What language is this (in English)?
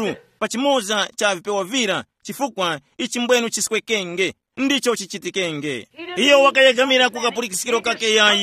Tumbuka